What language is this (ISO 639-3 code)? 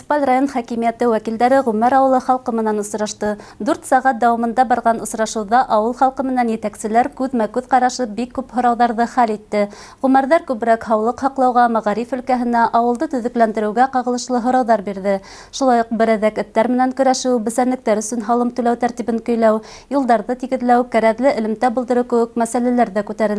bak